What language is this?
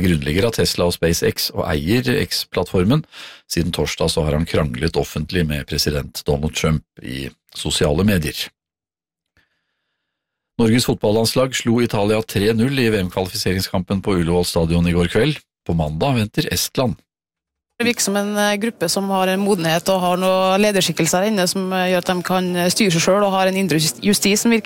Norwegian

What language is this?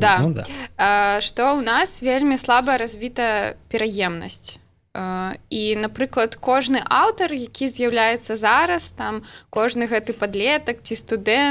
Belarusian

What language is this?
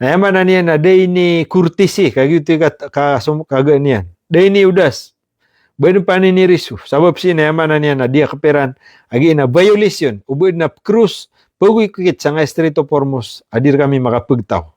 Maranao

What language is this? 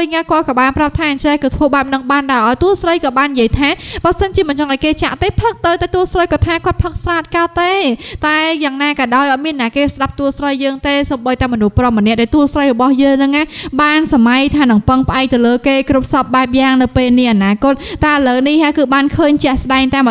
Khmer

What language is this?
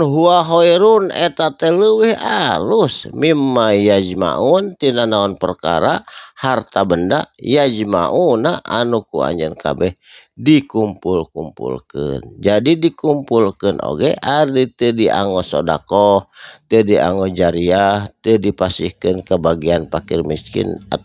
Sundanese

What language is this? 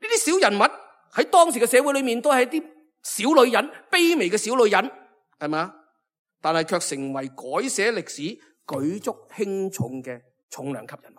Cantonese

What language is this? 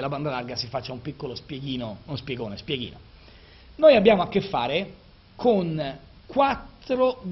Italian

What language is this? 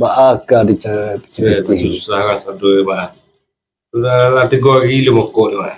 Minangkabau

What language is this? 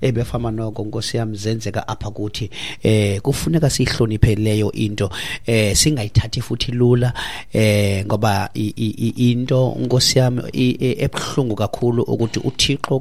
Xhosa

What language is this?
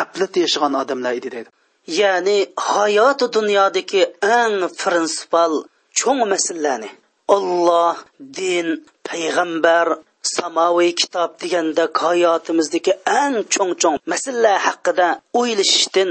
Uyghur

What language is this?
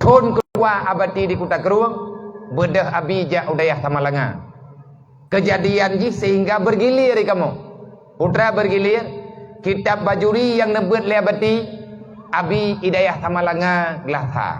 Achinese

